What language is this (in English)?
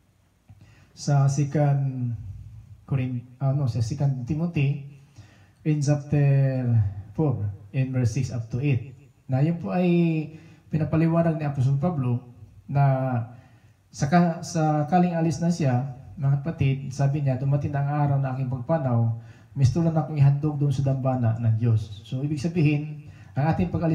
Filipino